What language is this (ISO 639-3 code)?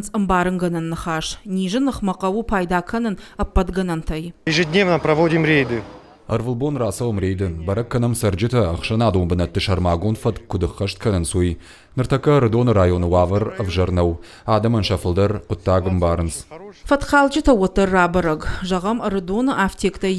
oss